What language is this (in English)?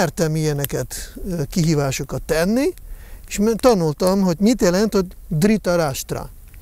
Hungarian